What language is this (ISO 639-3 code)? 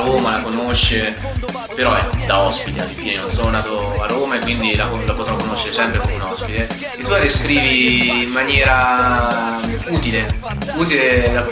ita